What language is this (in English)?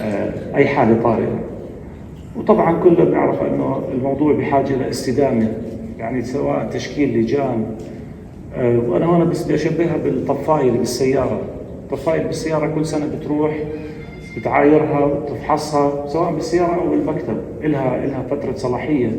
North Levantine Arabic